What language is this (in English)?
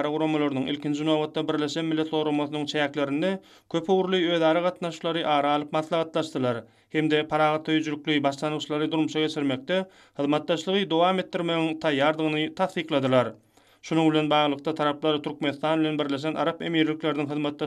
Turkmen